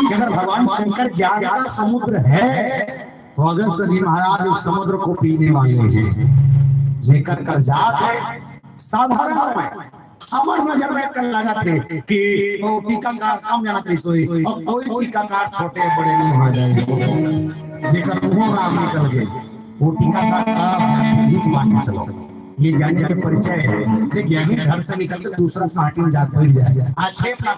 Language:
Chhattisgarhi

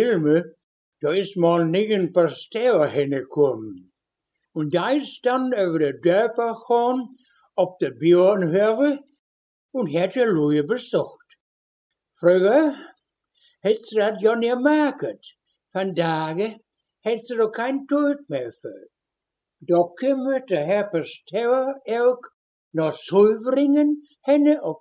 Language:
Westphalien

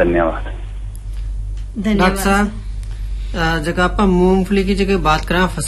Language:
Hindi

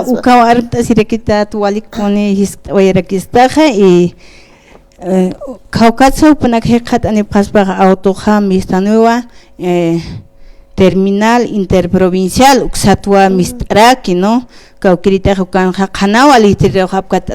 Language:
Aymara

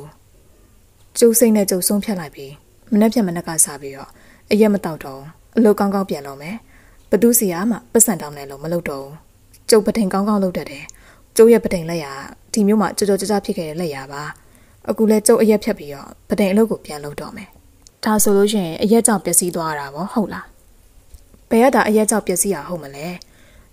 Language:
Burmese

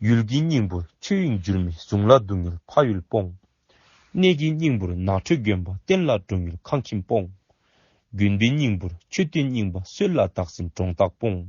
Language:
Dzongkha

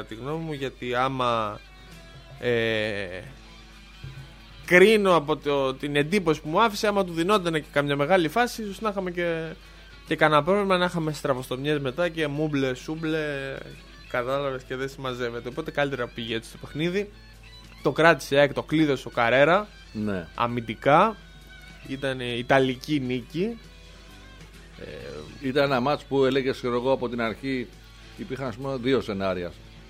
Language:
Greek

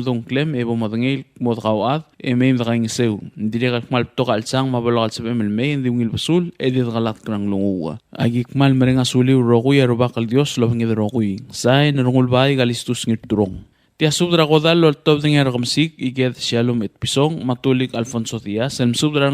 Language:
Palauan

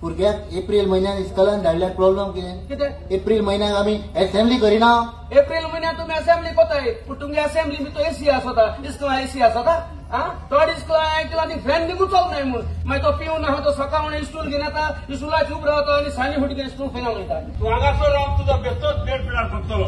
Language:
Konkani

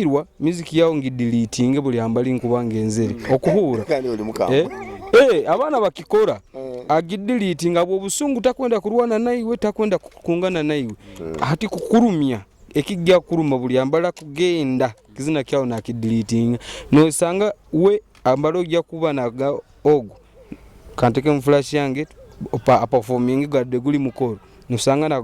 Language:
Nyoro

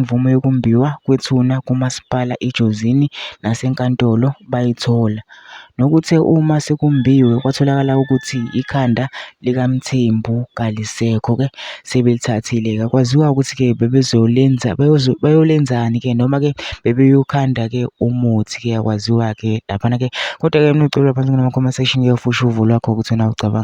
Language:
Zulu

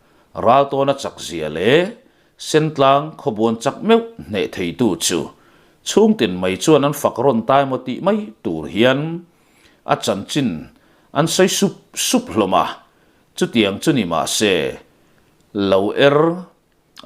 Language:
Mizo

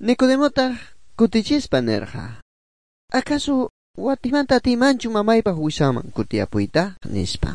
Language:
Quechua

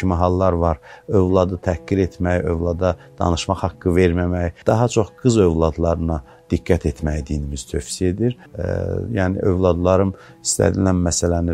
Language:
Azerbaijani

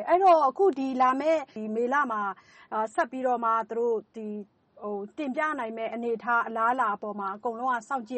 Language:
Burmese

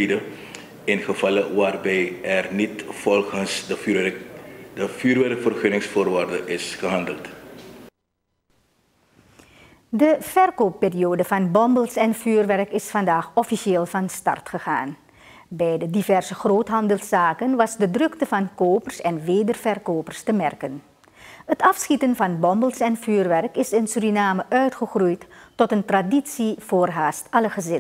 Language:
Dutch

